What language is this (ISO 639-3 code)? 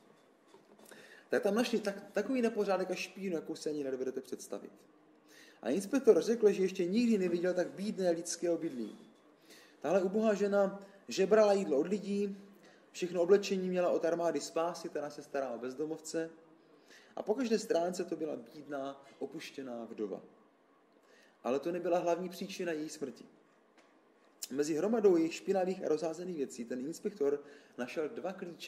ces